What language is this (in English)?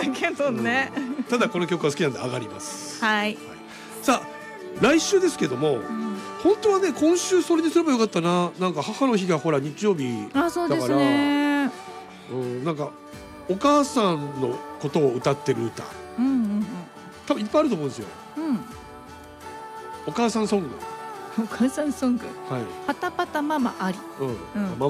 Japanese